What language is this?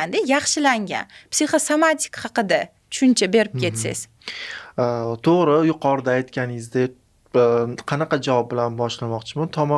Uzbek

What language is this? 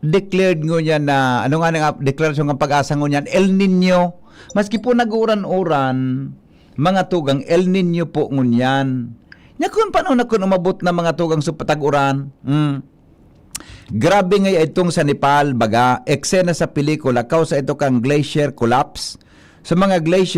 Bikol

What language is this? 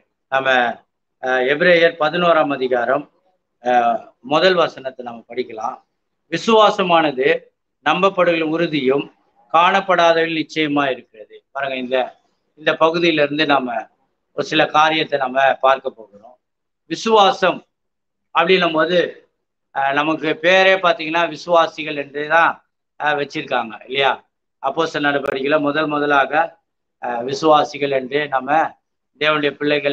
Tamil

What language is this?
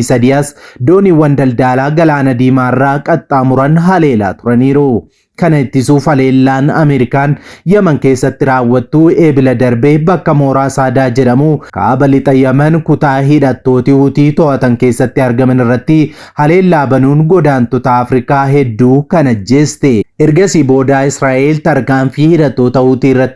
Oromo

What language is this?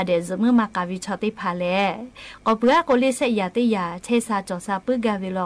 Lahu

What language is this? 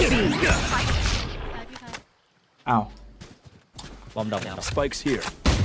Thai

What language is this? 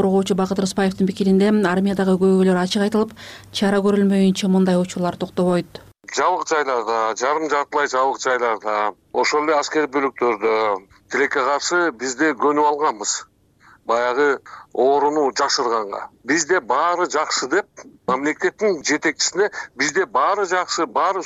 Kyrgyz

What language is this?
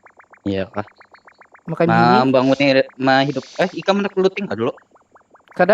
Banjar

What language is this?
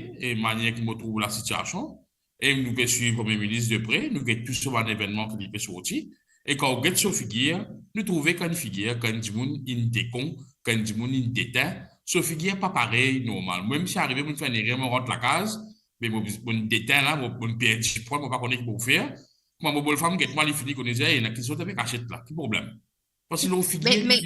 Morisyen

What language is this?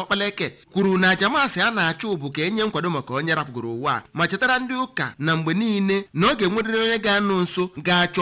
Igbo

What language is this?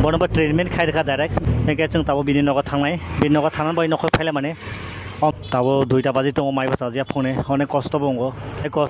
Kok Borok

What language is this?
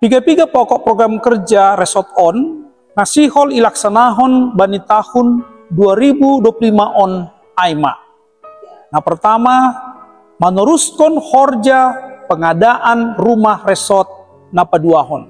Batak Simalungun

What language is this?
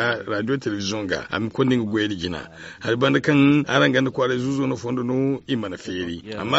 Zarma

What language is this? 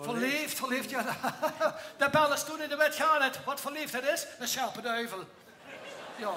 Limburgish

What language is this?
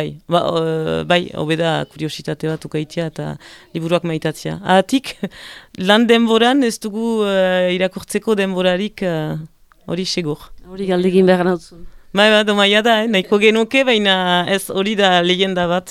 Basque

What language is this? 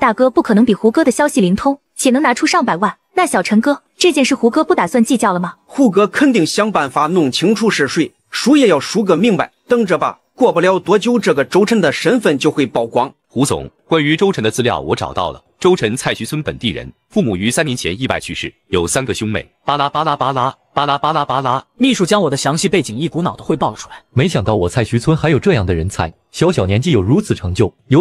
Chinese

